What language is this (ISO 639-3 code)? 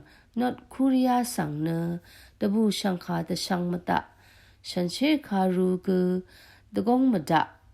raw